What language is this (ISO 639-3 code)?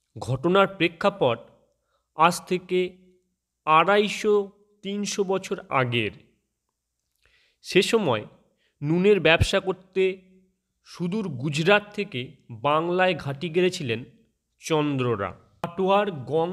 ben